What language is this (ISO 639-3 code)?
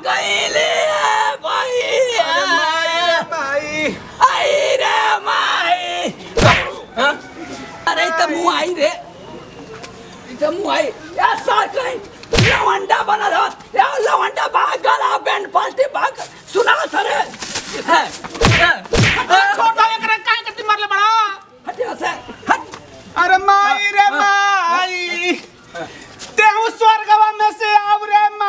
bho